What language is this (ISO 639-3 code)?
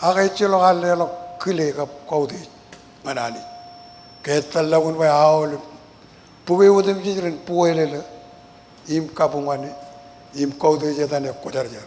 mah